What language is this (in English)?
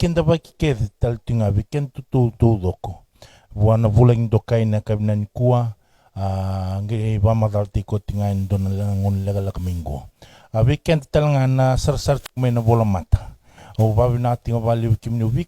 Fijian